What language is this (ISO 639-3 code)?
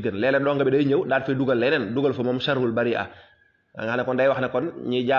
wol